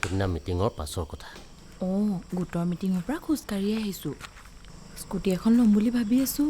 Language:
Assamese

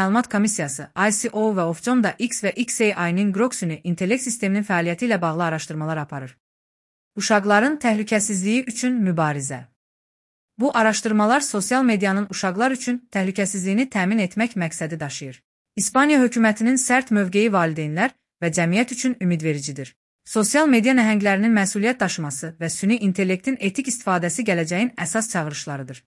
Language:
Azerbaijani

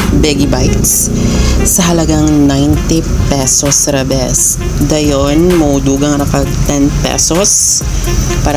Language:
Cebuano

